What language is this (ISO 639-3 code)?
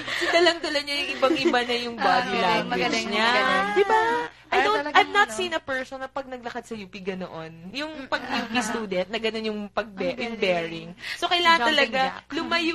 fil